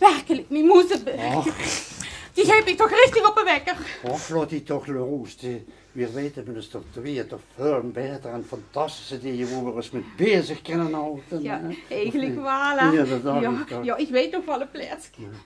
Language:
Limburgish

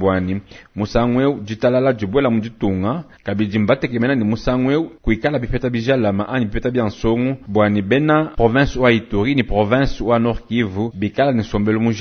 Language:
Luba-Lulua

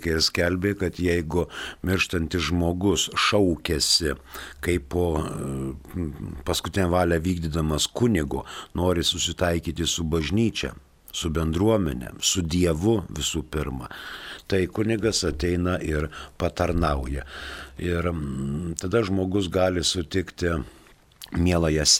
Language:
Lithuanian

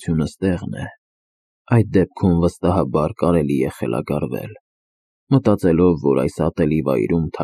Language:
Armenian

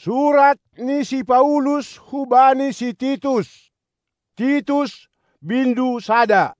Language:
Batak Simalungun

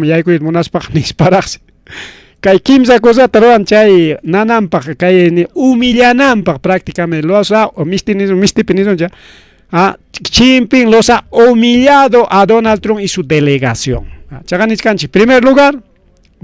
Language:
Ayacucho Quechua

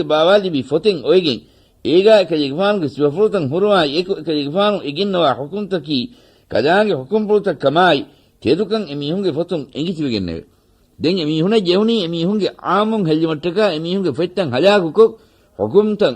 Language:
Divehi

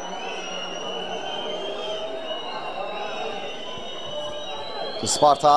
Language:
Turkish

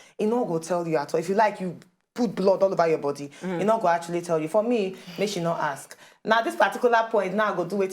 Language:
Nigerian Pidgin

